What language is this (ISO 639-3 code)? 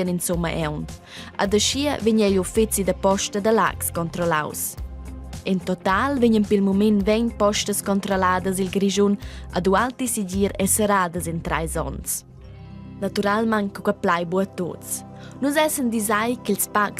roh